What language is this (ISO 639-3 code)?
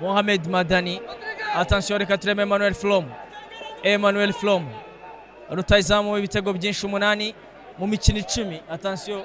kin